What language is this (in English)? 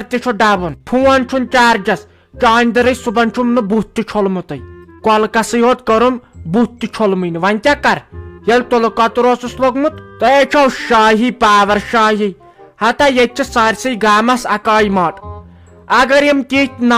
Kashmiri